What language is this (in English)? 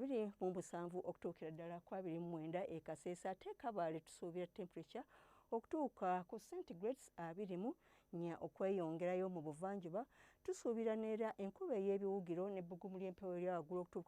Ganda